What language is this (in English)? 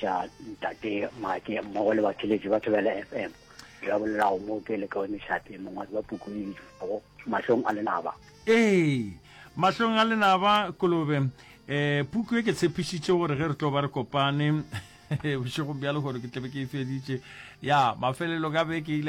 Northern Sotho